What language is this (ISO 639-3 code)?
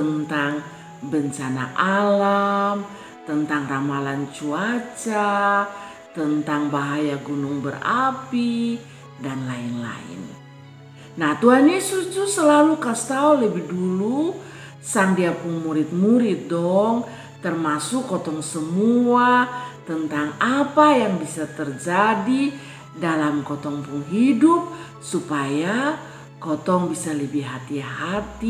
mkn